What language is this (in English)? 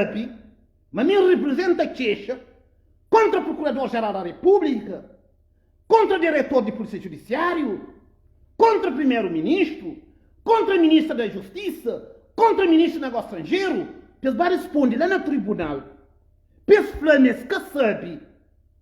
Kabuverdianu